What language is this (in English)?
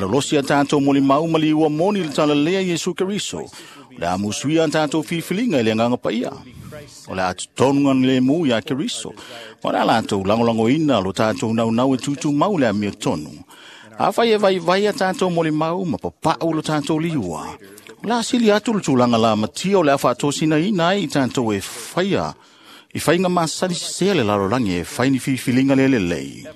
Samoan